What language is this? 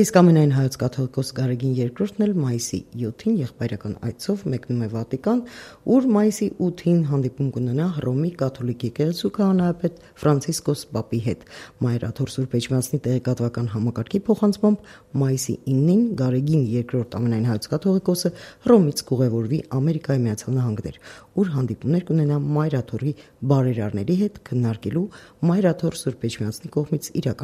Armenian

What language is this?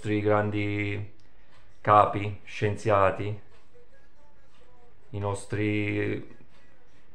Italian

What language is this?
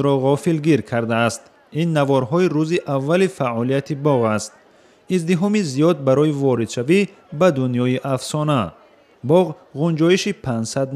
Tajik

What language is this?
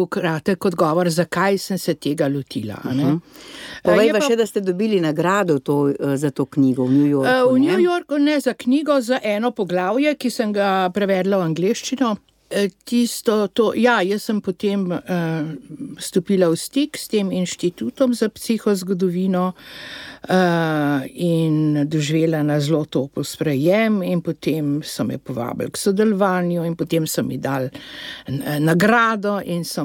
Slovenian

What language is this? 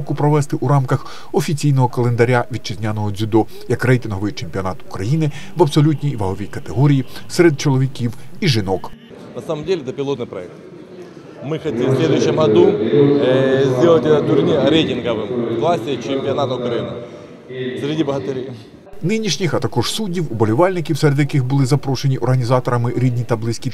Ukrainian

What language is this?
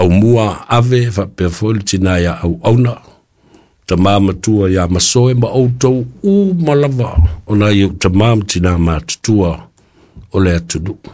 Samoan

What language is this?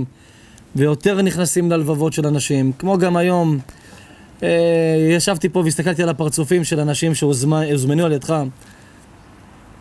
Hebrew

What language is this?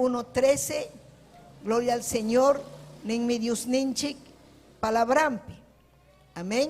Ayacucho Quechua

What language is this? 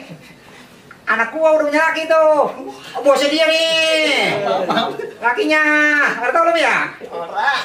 Betawi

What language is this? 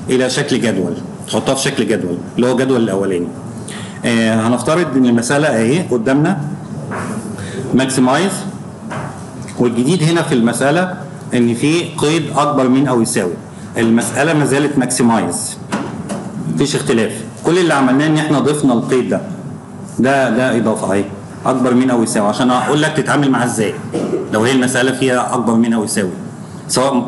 Egyptian Arabic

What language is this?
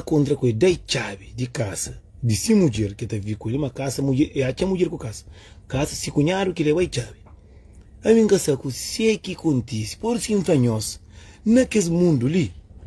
Kabuverdianu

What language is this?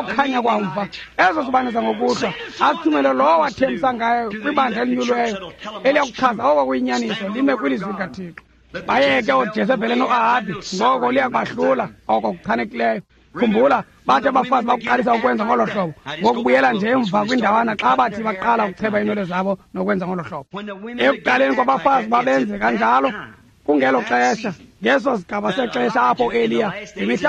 Xhosa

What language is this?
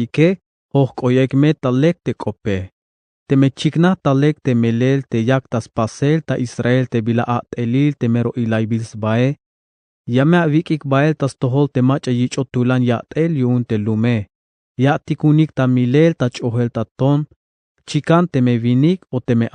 Tzeltal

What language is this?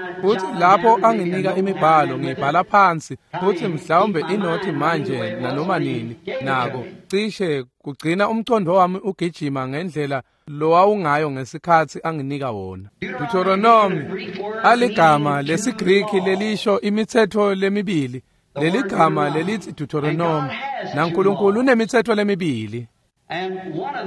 Swati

